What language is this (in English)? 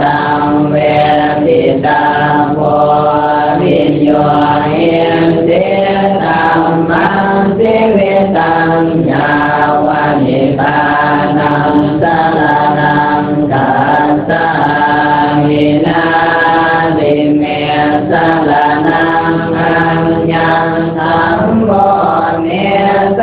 Pali